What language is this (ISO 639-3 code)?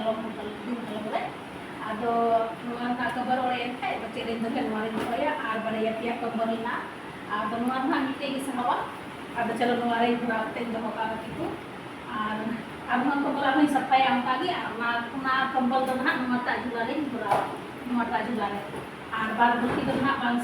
sat